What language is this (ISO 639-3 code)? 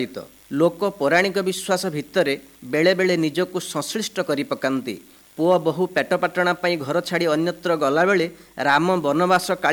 ori